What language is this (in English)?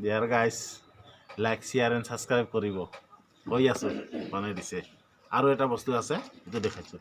Assamese